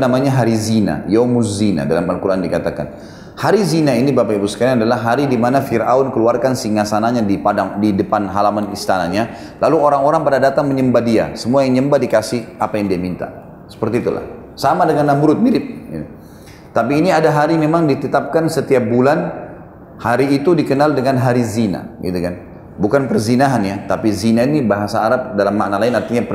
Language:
Indonesian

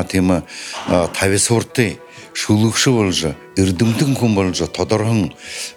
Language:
Buriat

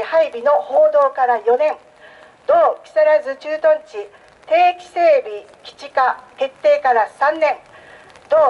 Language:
Japanese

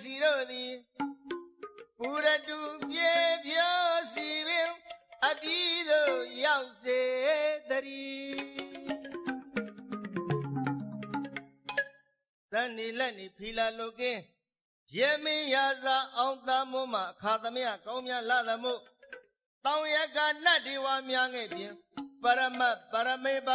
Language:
Burmese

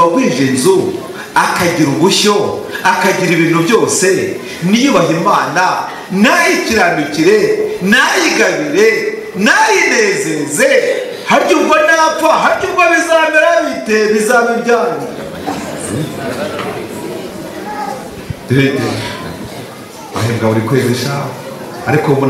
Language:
Kinyarwanda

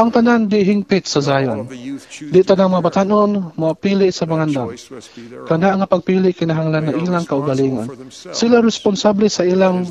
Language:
Cebuano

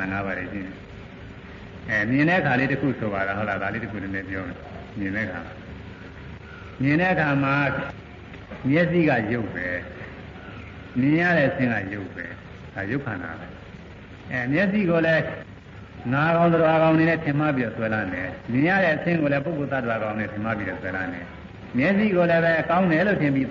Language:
Burmese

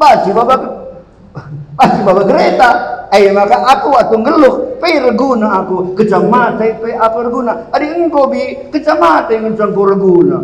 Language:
Batak Karo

